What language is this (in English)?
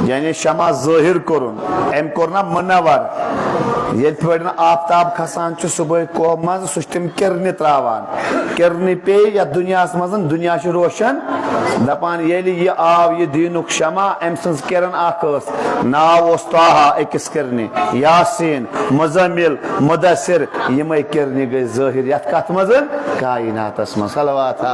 Kashmiri